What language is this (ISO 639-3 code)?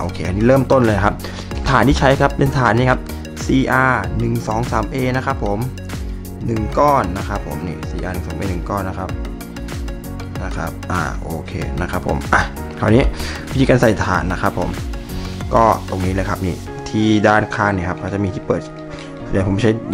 tha